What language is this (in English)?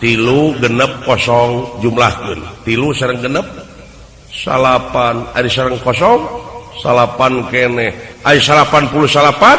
Sundanese